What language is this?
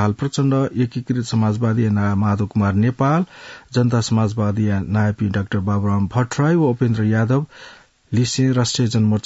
Newari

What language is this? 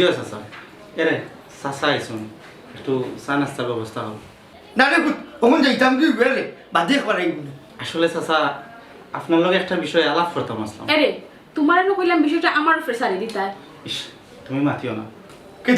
Sylheti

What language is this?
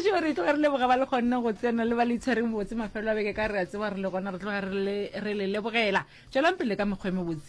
Northern Sotho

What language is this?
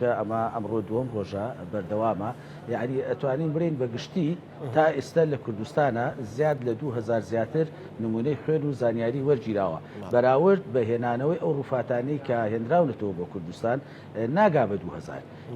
Central Kurdish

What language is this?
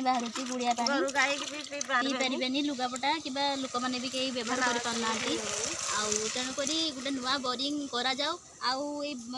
Odia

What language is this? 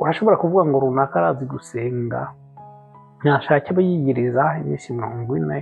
Rundi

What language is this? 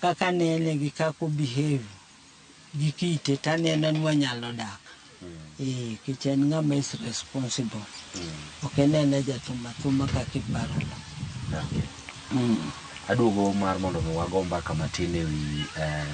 Luo (Kenya and Tanzania)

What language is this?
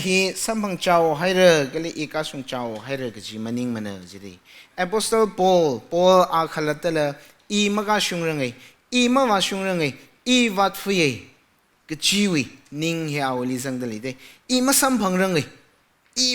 Tangkhul Naga (India)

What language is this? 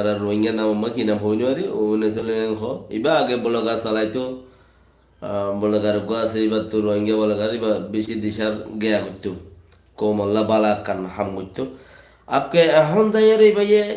Rohingya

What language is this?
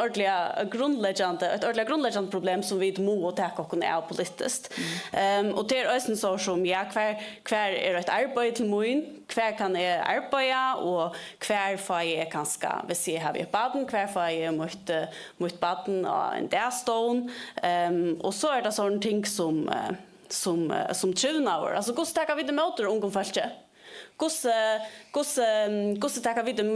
Faroese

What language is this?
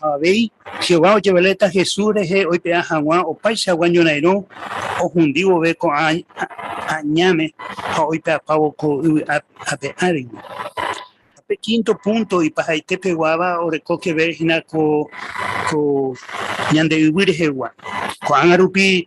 Guarani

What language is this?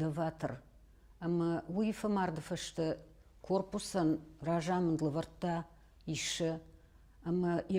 Ossetic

